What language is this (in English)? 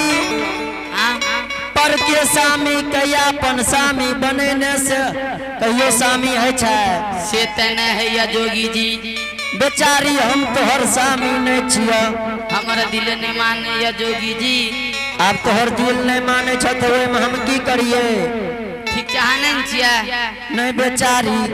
Angika